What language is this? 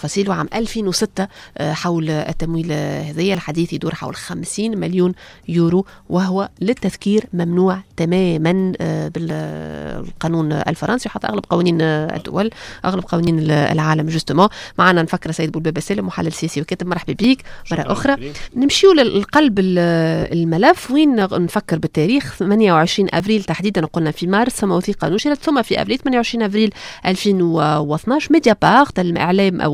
Tunisian Arabic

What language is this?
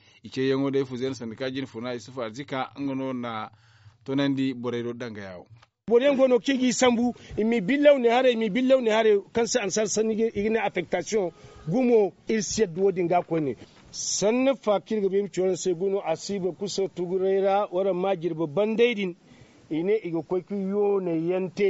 Zarma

